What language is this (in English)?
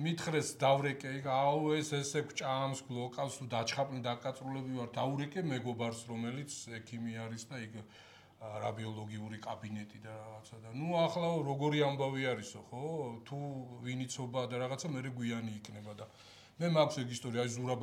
Georgian